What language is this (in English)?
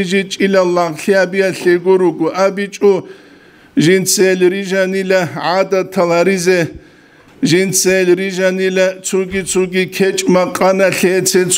Avaric